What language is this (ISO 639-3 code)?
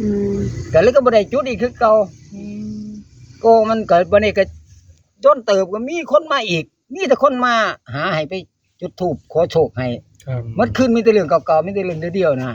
tts